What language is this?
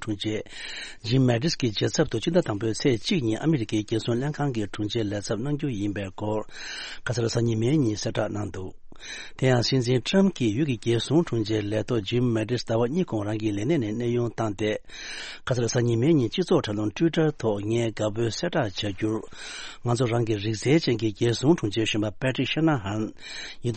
Tibetan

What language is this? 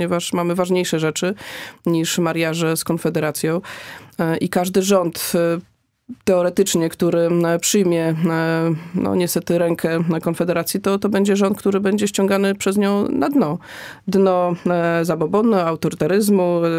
Polish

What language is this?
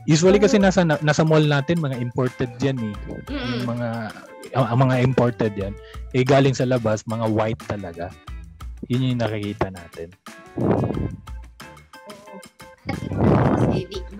Filipino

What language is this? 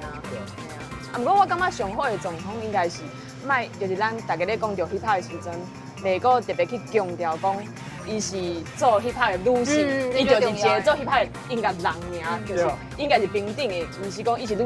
Min Nan Chinese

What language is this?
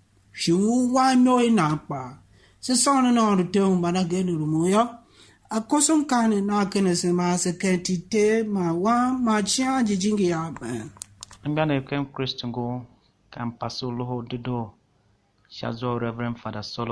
Tiv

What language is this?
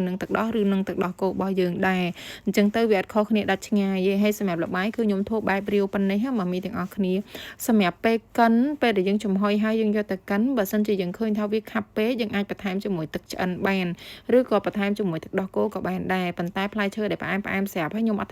Khmer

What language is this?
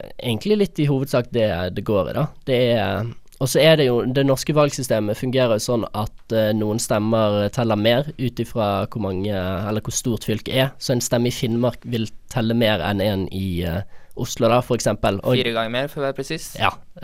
Norwegian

